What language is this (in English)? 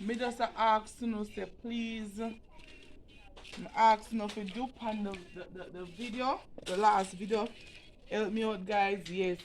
Jamaican Creole English